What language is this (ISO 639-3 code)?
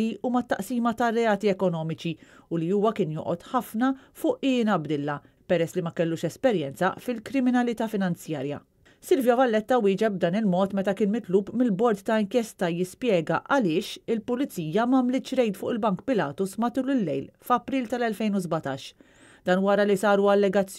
mlt